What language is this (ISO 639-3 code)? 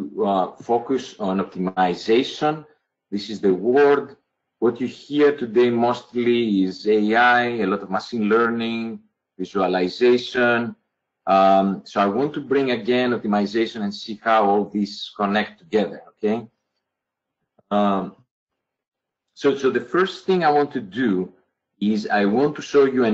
eng